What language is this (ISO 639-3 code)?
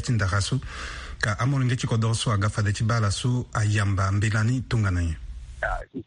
sag